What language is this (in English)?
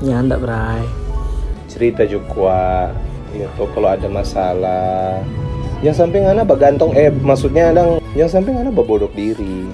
Manado Malay